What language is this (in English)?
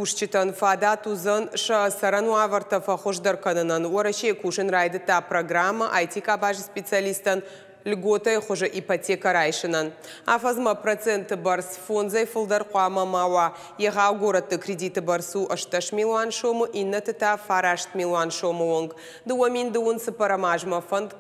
Ossetic